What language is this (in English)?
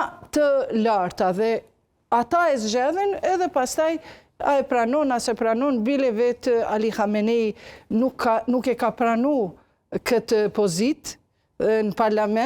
Albanian